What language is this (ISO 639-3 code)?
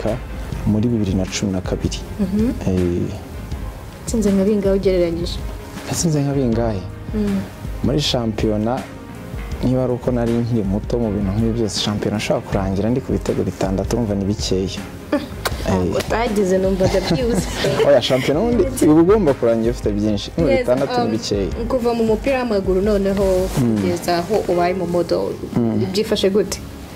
kin